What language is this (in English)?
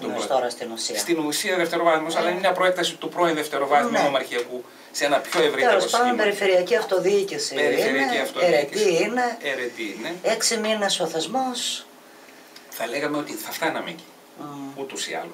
Greek